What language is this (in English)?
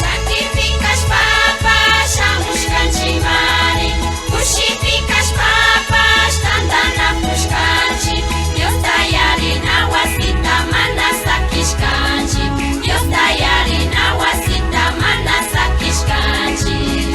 Imbabura Highland Quichua